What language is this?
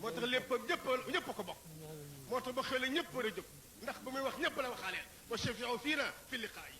Wolof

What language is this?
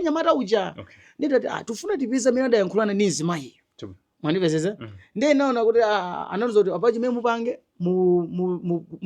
Nyanja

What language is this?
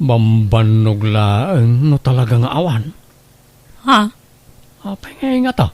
Iloko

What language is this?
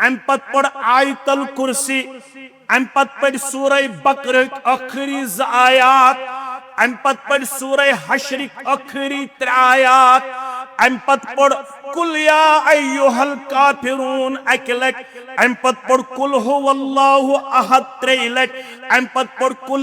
Kashmiri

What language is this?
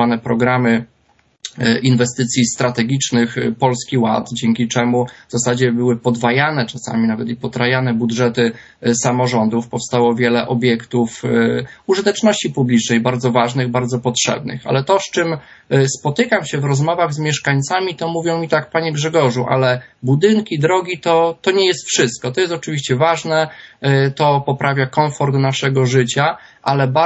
Polish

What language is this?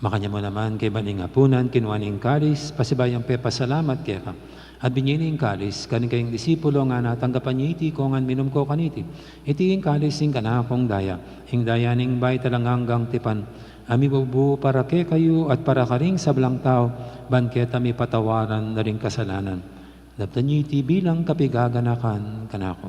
Pampanga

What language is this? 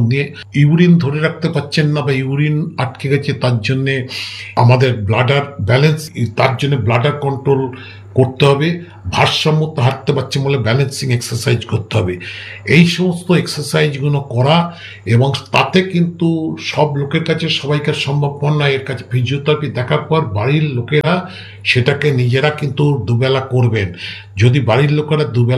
Bangla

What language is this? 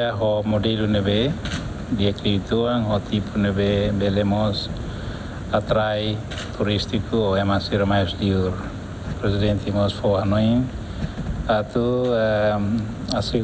Tetum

